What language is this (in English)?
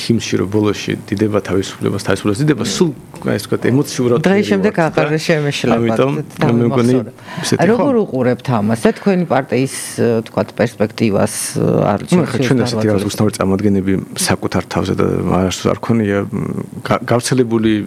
Georgian